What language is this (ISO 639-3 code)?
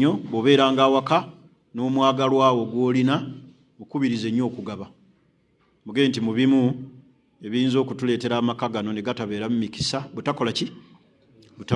lug